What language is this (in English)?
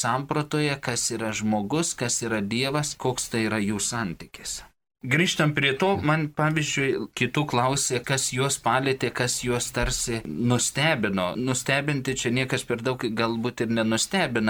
Lithuanian